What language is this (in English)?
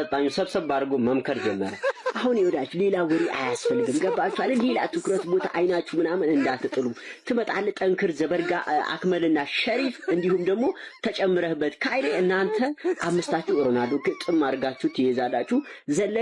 Amharic